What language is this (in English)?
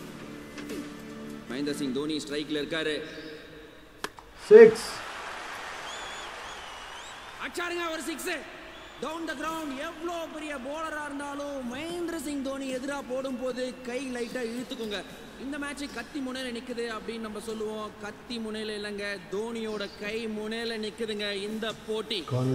Tamil